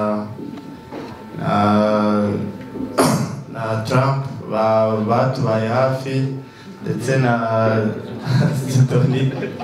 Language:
Kinyarwanda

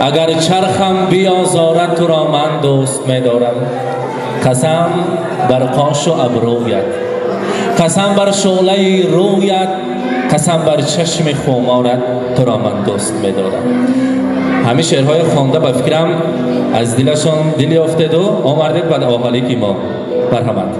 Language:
Tajik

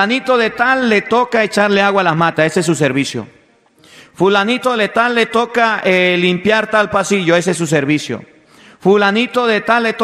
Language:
Spanish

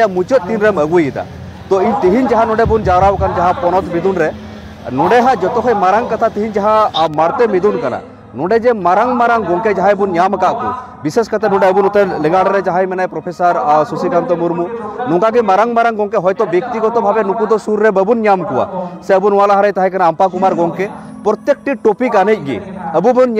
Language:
Santali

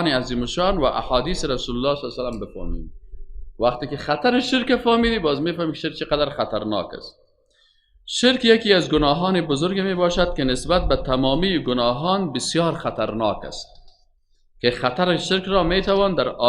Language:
Persian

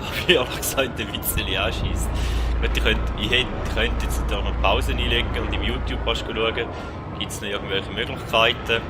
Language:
Swiss German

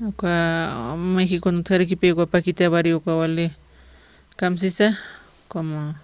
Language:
Aymara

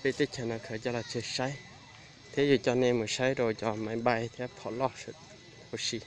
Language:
Hmong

